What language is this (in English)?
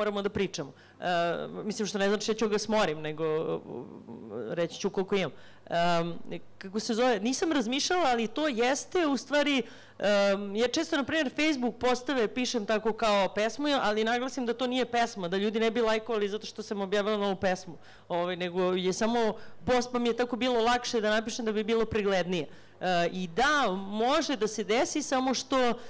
Serbian